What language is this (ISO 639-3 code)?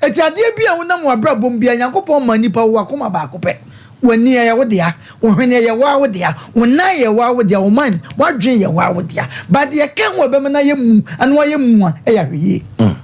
aka